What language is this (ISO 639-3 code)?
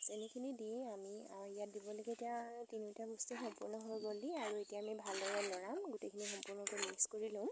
asm